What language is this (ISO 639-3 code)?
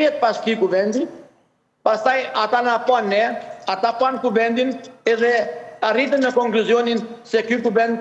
sqi